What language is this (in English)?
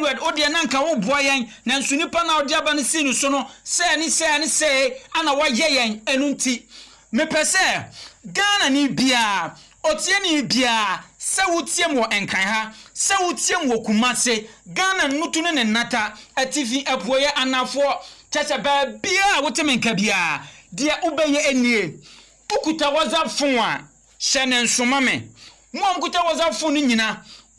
Akan